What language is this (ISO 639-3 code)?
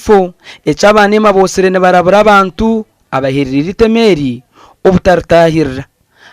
nyn